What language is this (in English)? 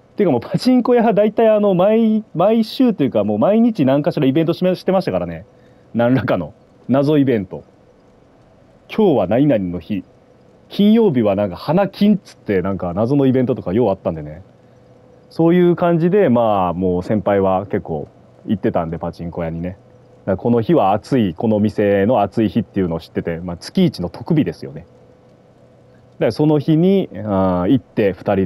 Japanese